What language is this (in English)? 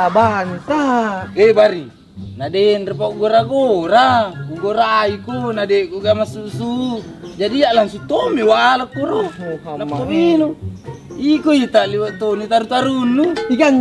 Buginese